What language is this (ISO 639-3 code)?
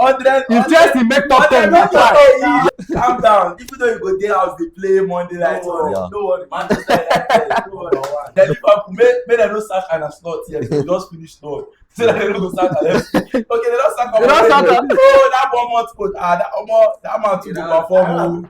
pcm